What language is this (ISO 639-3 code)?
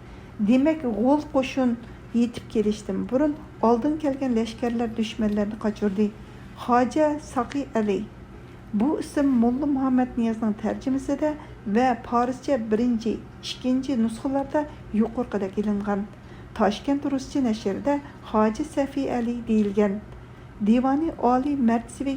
uig